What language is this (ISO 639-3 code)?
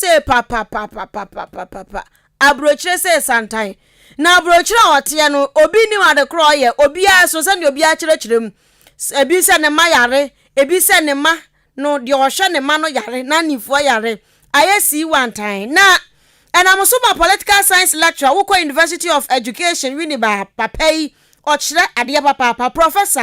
aka